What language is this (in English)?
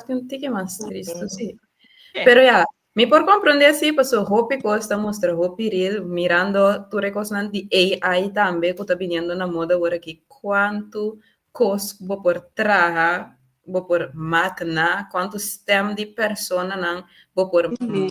Papiamento